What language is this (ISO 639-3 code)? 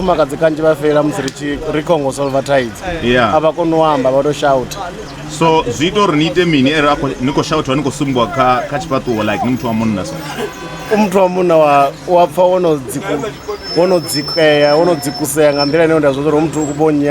ven